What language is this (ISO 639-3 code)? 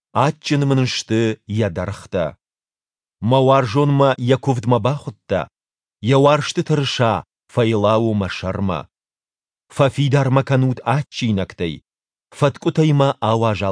oss